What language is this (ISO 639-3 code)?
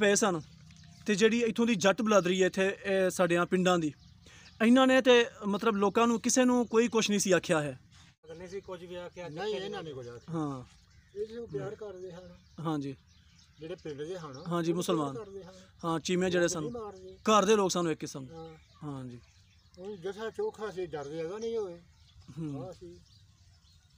pan